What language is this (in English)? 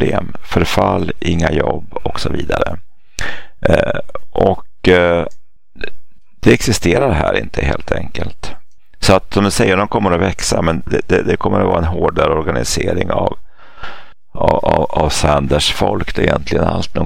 Swedish